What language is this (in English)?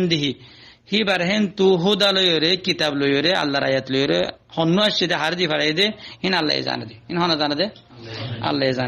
Rohingya